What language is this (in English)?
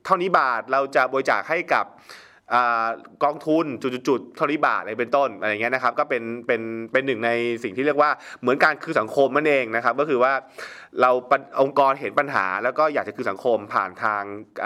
Thai